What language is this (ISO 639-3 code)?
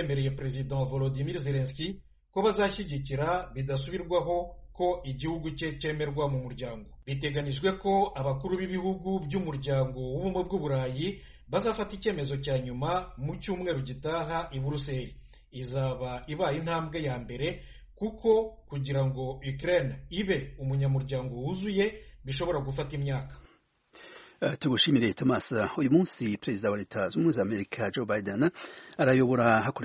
kin